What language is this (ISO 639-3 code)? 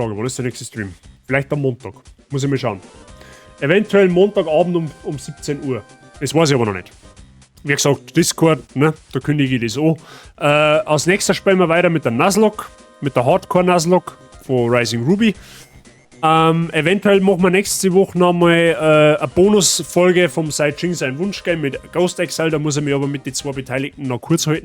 bar